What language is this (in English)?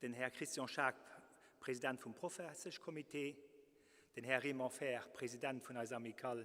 Luxembourgish